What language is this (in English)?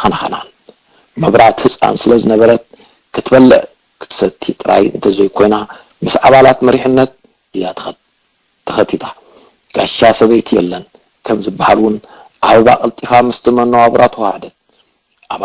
Tigrinya